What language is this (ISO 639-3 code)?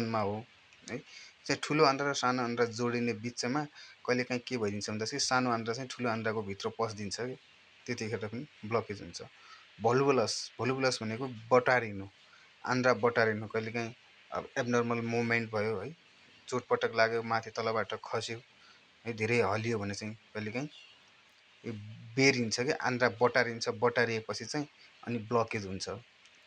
nep